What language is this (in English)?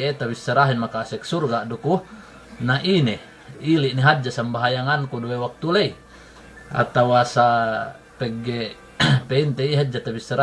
Yakan